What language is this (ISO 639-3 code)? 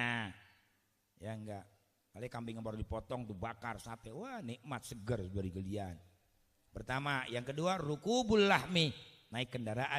bew